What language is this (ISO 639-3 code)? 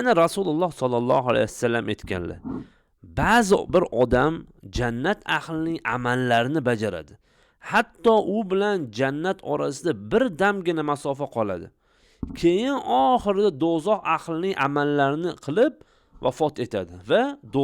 uzb